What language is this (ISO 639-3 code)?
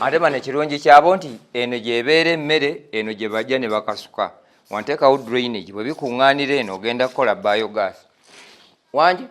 lug